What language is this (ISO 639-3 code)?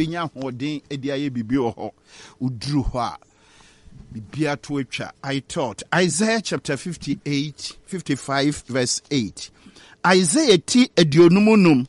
aka